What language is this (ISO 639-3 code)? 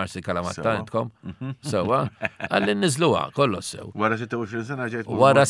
mlt